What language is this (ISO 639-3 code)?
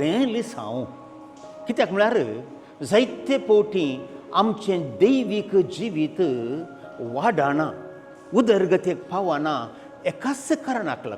kok